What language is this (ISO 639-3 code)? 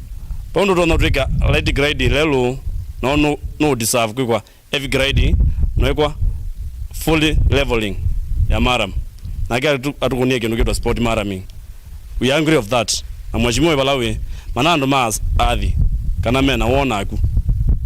kam